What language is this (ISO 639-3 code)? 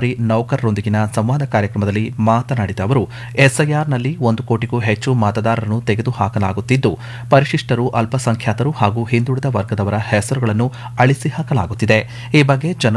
kan